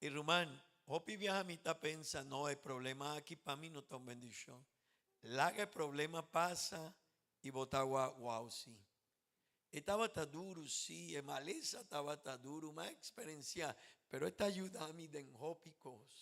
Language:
Papiamento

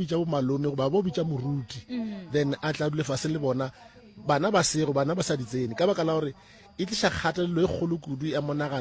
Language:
Northern Sotho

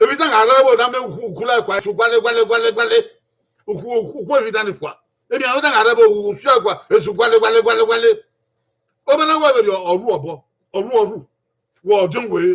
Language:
Bini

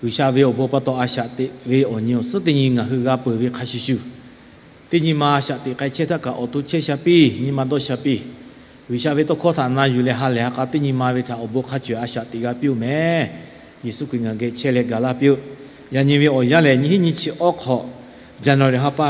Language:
Lahu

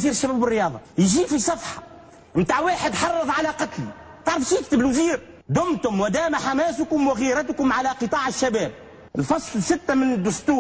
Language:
Tunisian Arabic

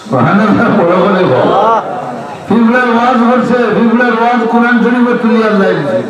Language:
Sylheti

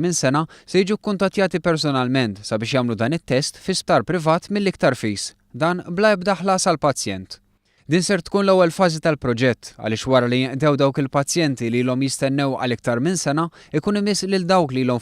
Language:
Maltese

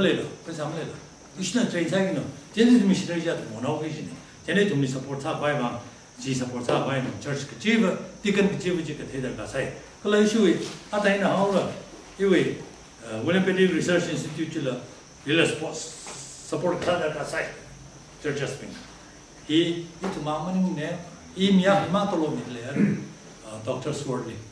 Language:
Tangkhul Naga (India)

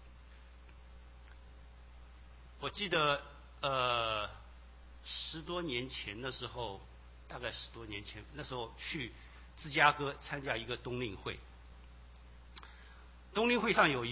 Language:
Chinese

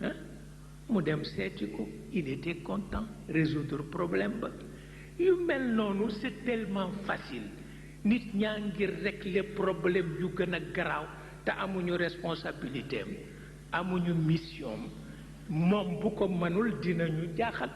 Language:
Wolof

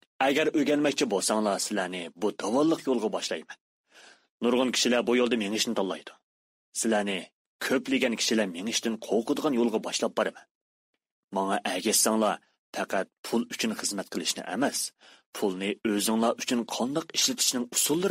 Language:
Uyghur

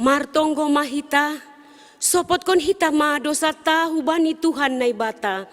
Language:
Batak Simalungun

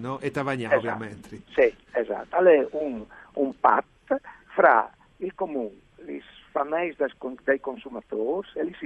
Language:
Friulian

